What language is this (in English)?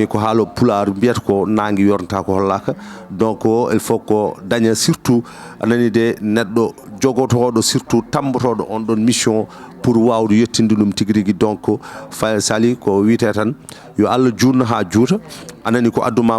Fula